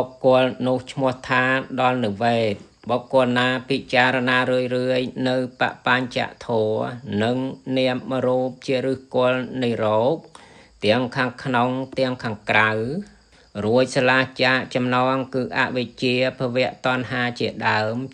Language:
Khmer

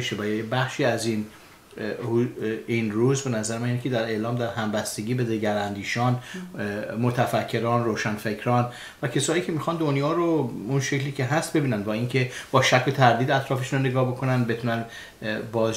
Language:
Persian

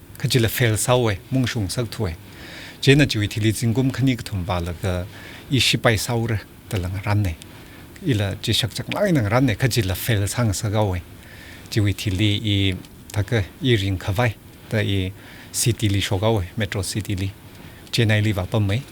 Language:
Tangkhul Naga (India)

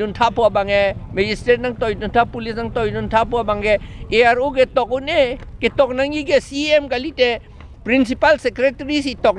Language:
Karbi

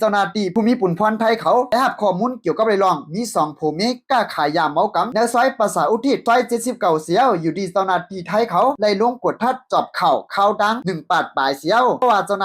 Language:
Lao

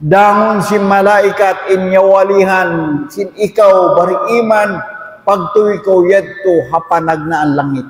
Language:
Tausug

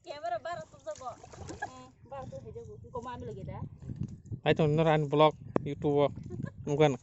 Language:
Kok Borok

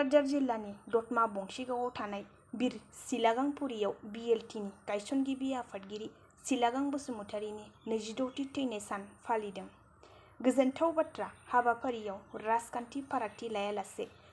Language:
Bodo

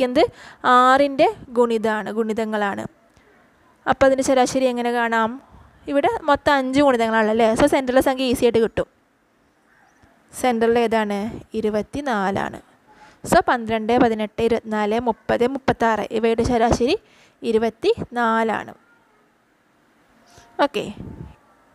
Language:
Malayalam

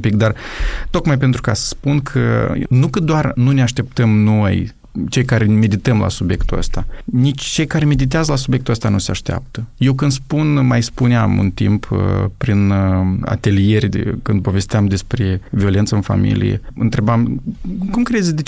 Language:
Romanian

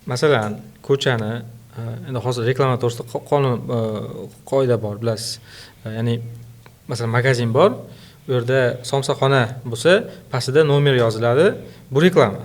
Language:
Uzbek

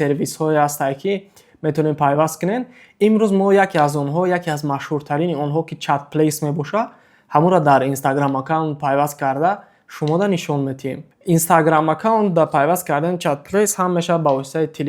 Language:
Tajik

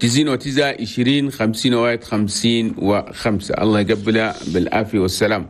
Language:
Chadian Arabic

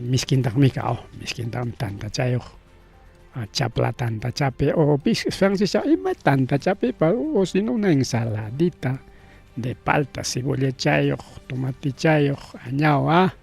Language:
Ayacucho Quechua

